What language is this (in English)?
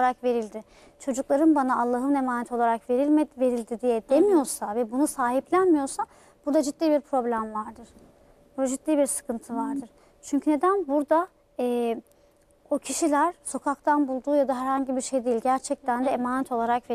Turkish